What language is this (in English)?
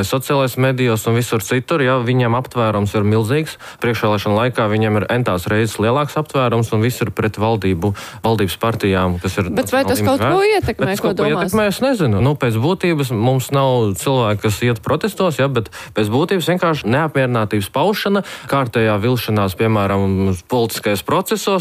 Latvian